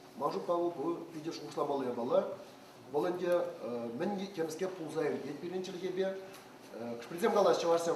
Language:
Chuvash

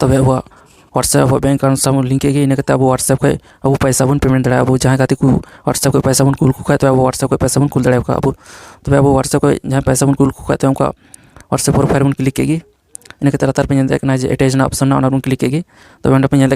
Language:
Santali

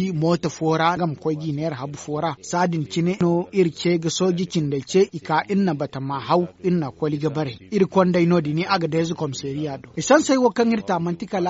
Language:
Zarma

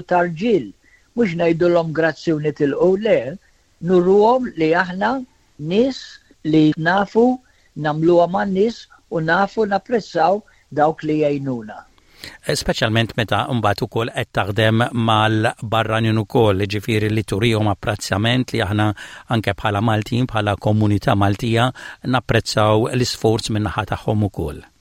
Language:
Maltese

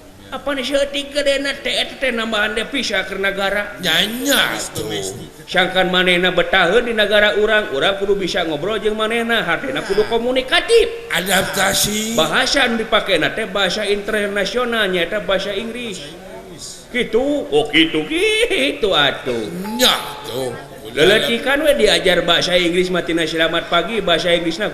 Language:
Sundanese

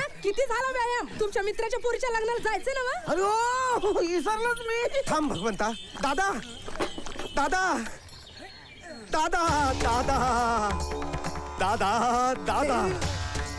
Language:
Marathi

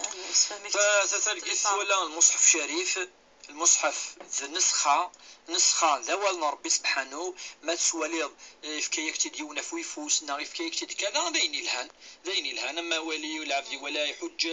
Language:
Kabyle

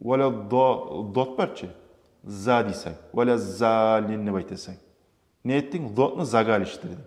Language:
Kumyk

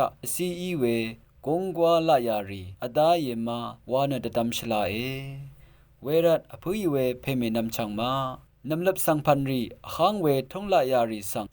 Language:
Rawang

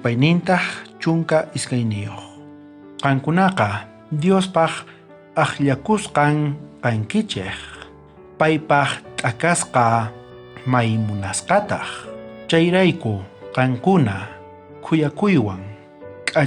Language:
South Bolivian Quechua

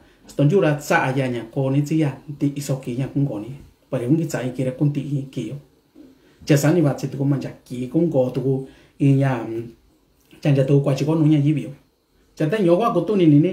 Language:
Mixtepec Mixtec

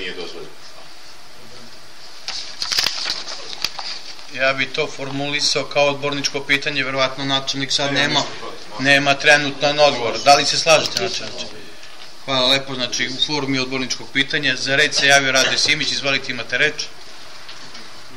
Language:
Serbian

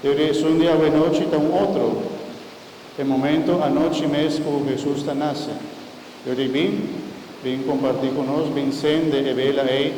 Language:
Papiamento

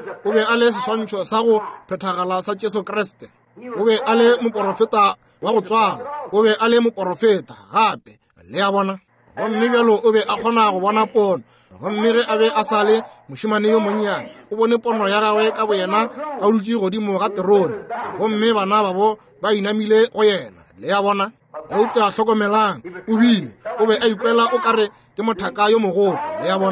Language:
Northern Sotho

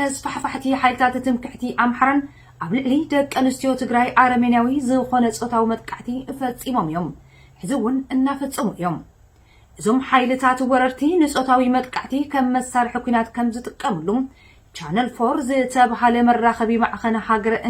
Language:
Tigrinya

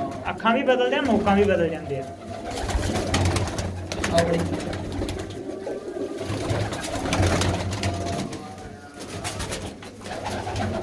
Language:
Punjabi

